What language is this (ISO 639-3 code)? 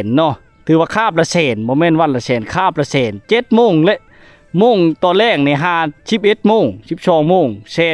lao